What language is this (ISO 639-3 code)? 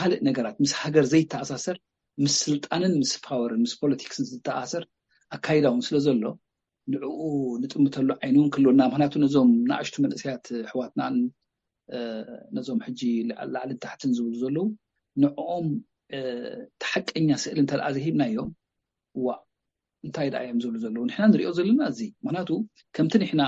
tir